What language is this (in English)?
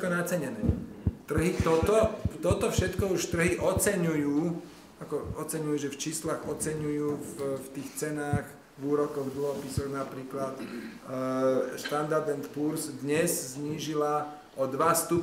Slovak